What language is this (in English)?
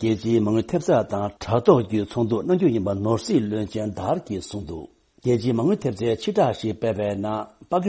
Tibetan